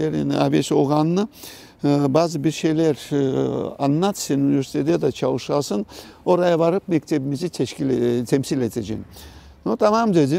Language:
Crimean Tatar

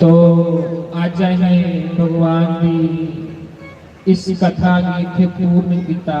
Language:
Dogri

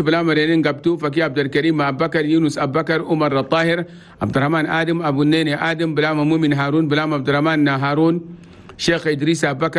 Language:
Chadian Arabic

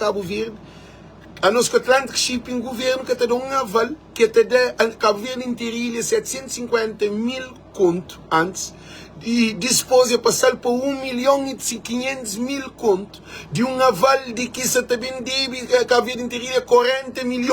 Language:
Kabuverdianu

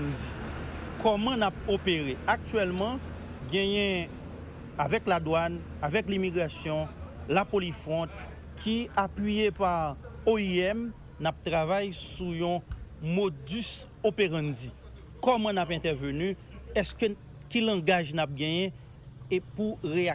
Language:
Haitian Creole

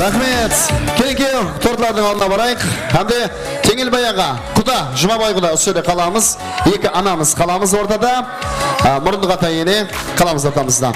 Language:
Kara-Kalpak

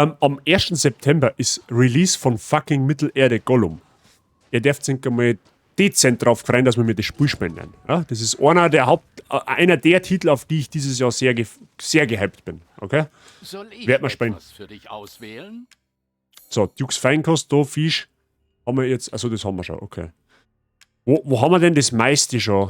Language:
Bavarian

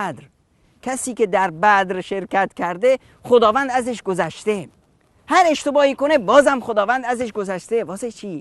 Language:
Persian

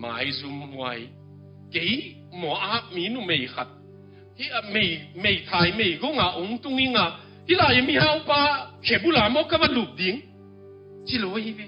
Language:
Tedim Chin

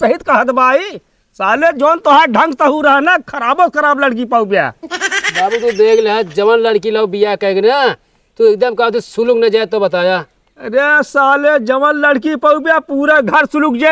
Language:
Awadhi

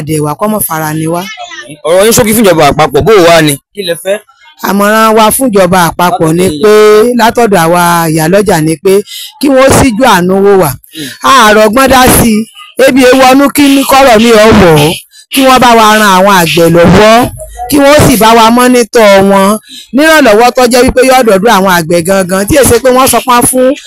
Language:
Yoruba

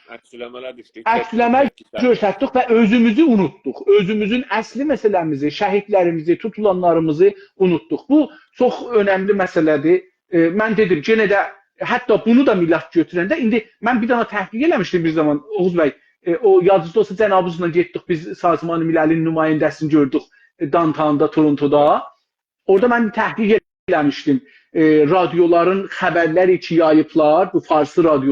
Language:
South Azerbaijani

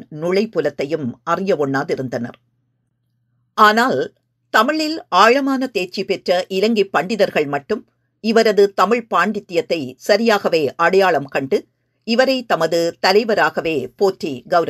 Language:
Tamil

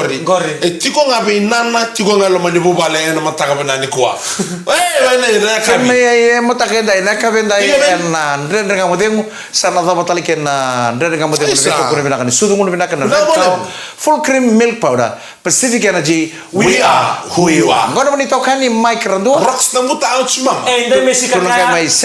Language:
Fijian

